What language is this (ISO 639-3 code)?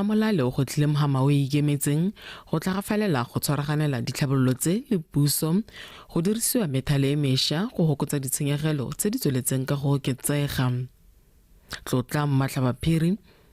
tsn